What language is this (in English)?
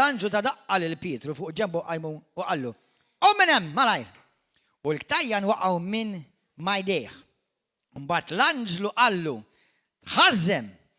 Maltese